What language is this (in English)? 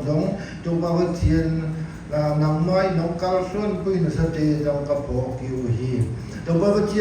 Siyin Chin